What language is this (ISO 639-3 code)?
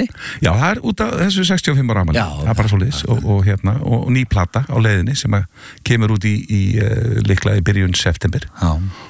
isl